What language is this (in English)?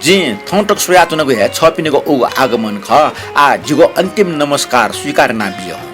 Newari